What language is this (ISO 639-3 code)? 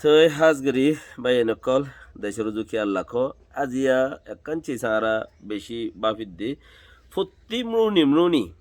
rhg